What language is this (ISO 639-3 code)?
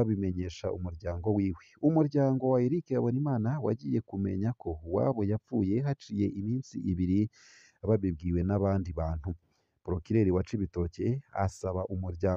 run